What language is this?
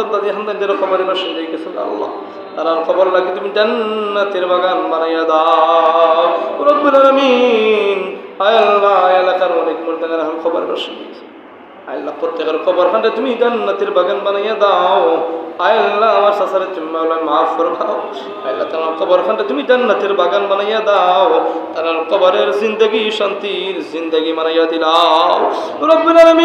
Sylheti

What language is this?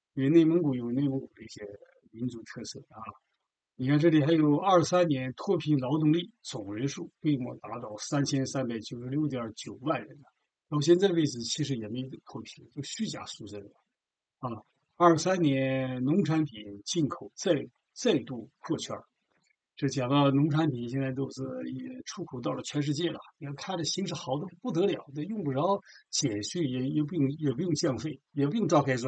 Chinese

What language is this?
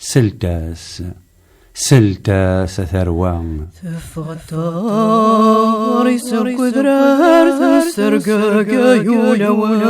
Kabyle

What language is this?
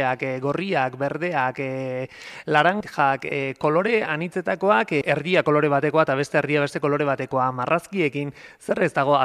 Basque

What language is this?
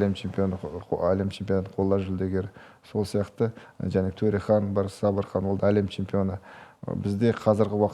Kazakh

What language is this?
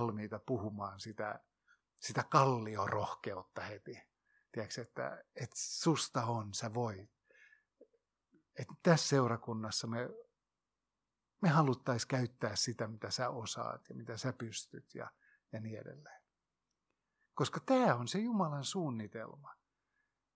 Finnish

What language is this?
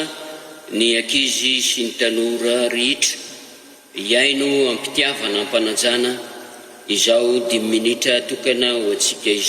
Malagasy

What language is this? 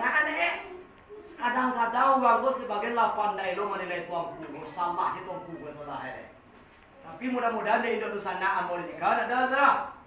Minangkabau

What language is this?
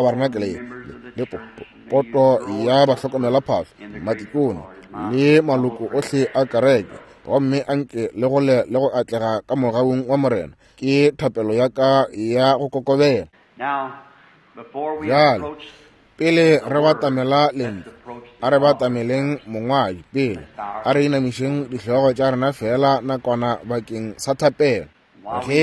Northern Sotho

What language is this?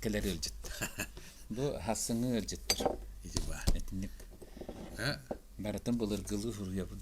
Yakut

